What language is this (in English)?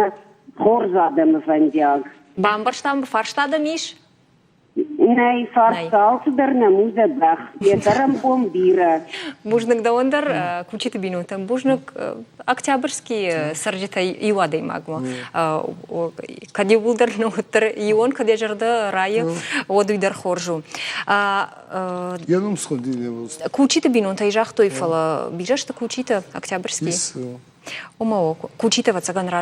Ossetic